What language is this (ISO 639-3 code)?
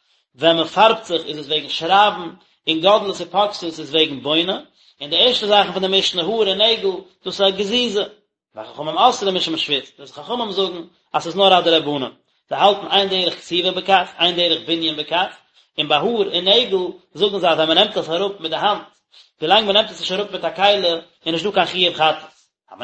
yid